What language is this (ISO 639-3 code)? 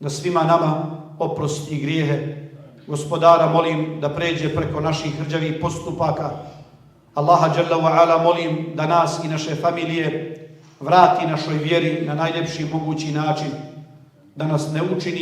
bos